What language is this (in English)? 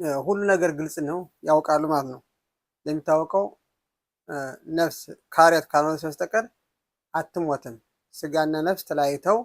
Amharic